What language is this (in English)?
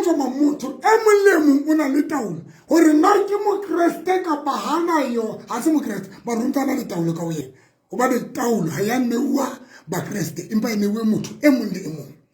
Southern Sotho